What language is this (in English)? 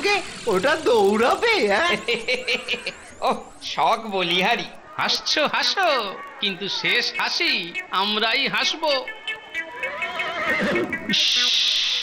Bangla